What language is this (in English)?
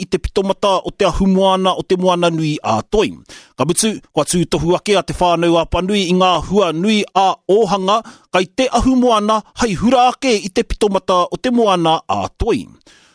Māori